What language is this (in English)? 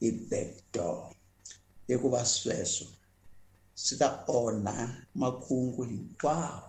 Tsonga